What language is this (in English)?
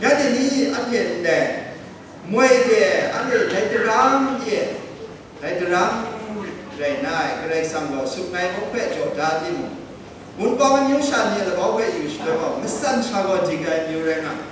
Kachin